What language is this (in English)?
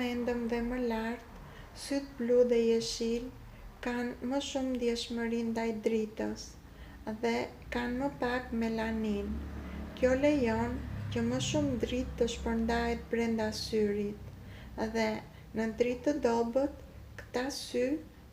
Albanian